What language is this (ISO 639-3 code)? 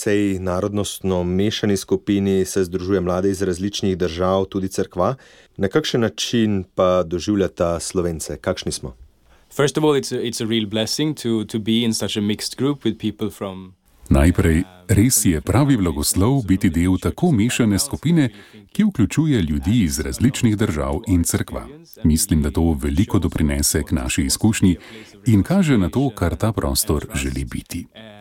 slv